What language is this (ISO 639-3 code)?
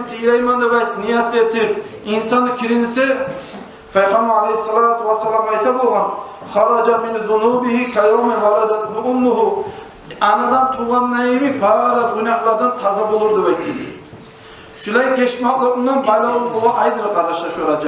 kum